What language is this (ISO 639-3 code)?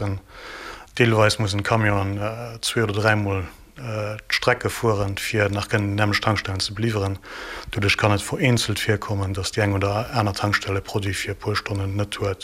ltz